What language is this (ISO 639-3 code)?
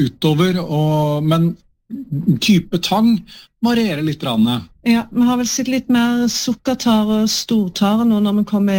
nor